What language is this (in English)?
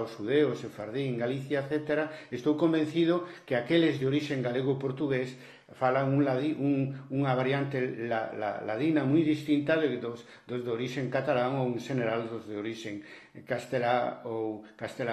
Galician